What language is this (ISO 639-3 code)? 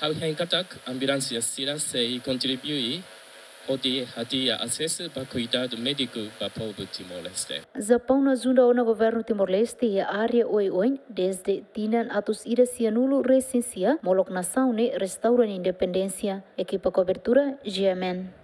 tet